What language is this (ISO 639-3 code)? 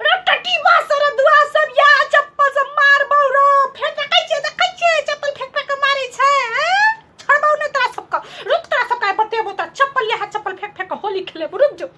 mai